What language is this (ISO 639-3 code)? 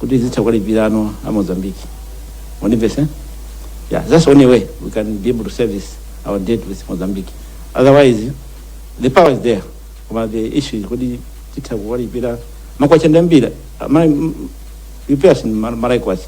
nya